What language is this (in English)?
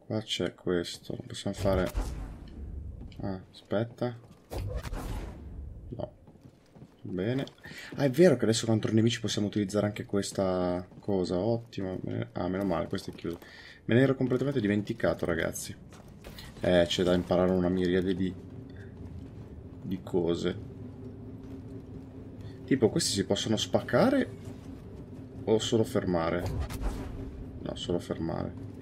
Italian